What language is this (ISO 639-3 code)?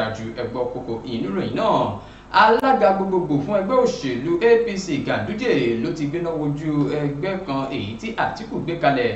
yor